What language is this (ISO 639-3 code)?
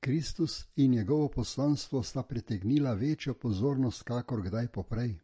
slv